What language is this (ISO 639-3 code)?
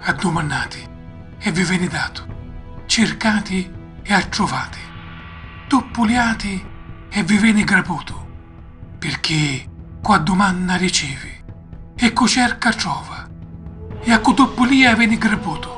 scn